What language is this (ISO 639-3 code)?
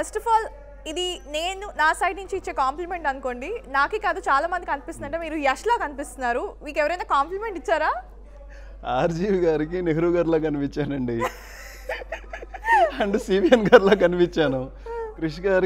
tel